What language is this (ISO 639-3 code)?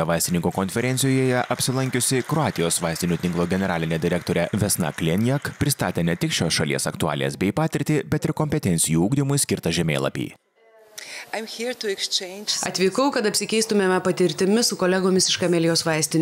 lit